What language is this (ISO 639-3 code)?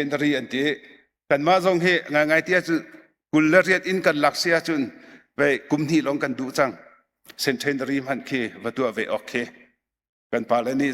cnh